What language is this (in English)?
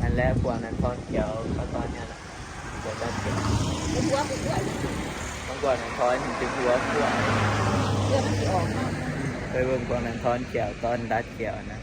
Northeastern Thai